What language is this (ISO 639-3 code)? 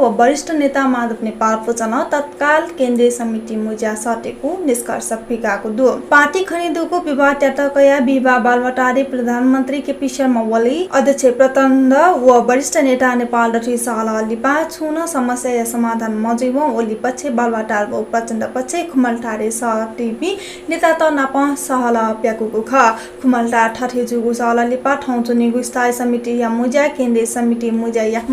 new